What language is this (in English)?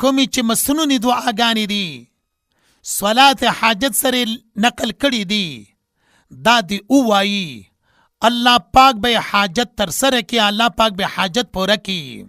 Pashto